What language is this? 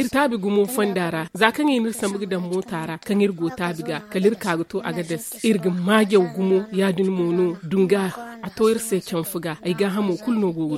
Zarma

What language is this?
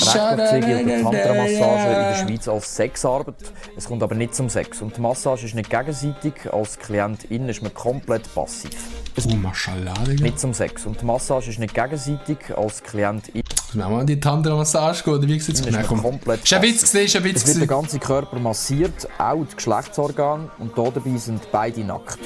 Swiss German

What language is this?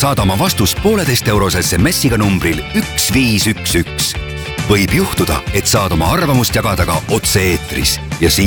Estonian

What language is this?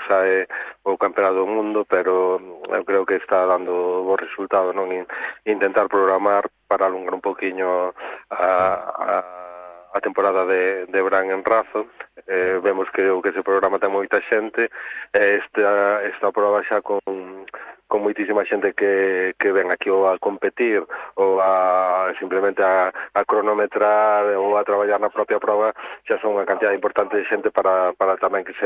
Galician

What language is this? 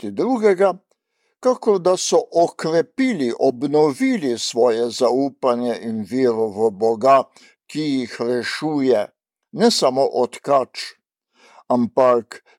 Slovenian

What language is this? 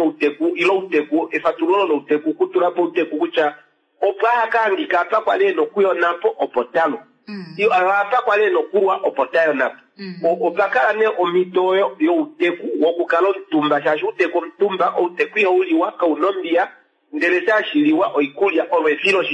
Kuanyama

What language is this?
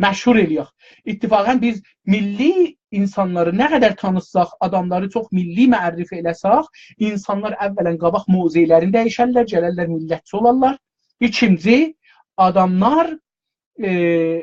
South Azerbaijani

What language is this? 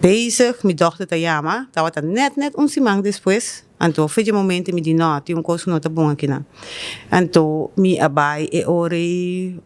Papiamento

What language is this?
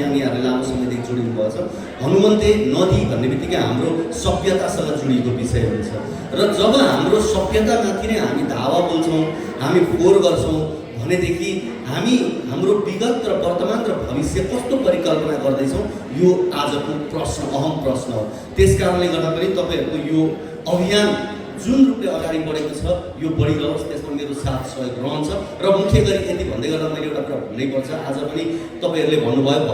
Nepali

